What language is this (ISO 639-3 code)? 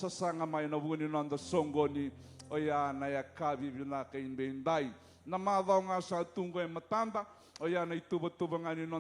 fij